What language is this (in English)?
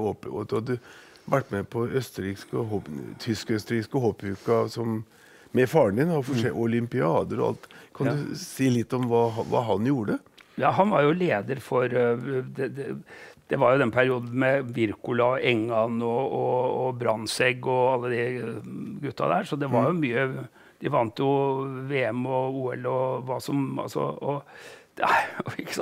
Norwegian